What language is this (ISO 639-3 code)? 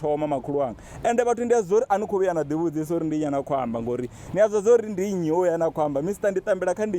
ven